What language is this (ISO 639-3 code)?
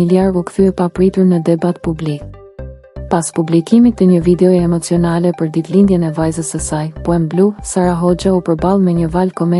sqi